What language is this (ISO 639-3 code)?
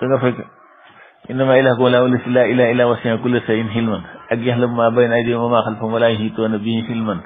wol